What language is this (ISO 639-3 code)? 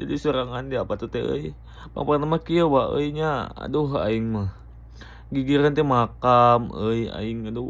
sun